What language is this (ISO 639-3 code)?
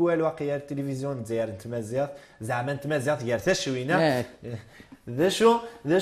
kab